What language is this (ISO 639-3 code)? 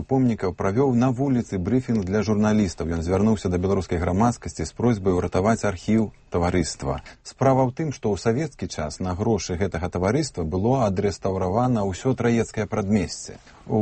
bel